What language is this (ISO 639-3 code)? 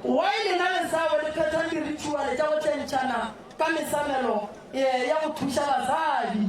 nso